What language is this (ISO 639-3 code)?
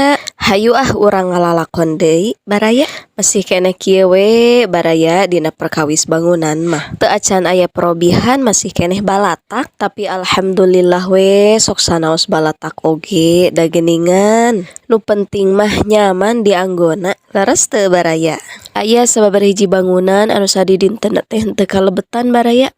sun